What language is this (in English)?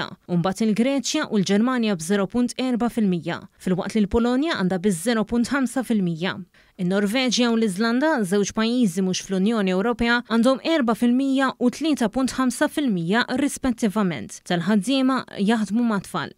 Maltese